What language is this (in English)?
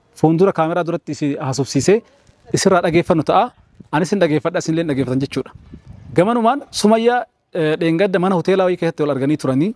Oromo